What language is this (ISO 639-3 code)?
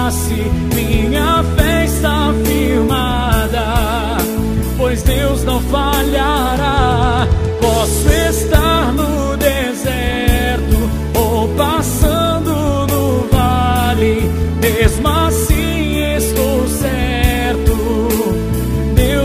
por